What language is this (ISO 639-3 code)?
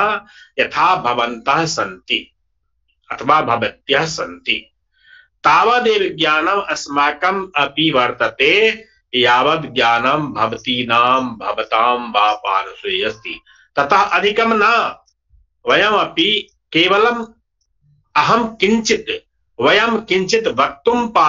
san